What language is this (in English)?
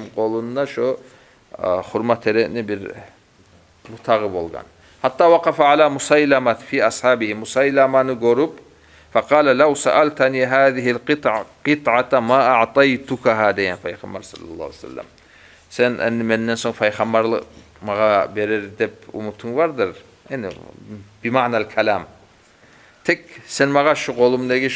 Kumyk